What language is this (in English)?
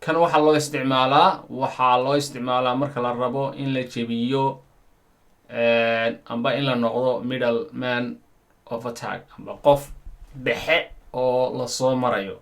Somali